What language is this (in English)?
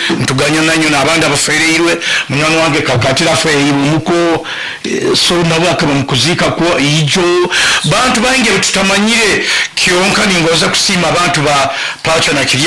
Nyoro